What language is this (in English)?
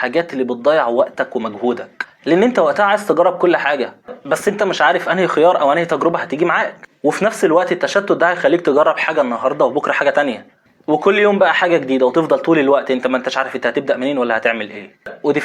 Egyptian Arabic